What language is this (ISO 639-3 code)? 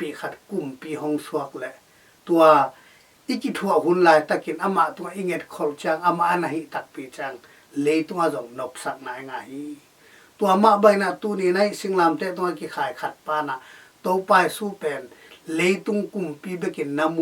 ctd